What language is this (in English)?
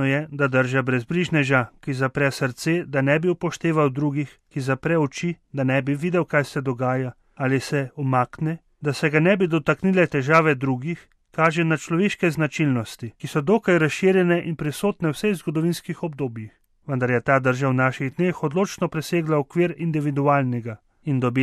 Slovenian